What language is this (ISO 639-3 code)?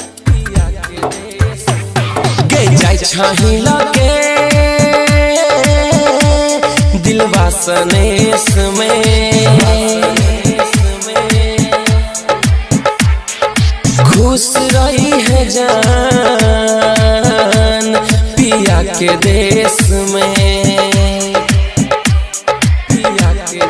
bho